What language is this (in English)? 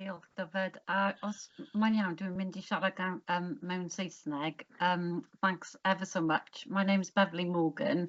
Welsh